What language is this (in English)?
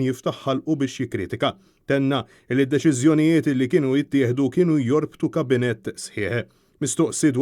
Maltese